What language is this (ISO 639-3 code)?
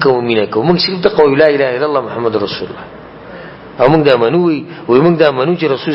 pus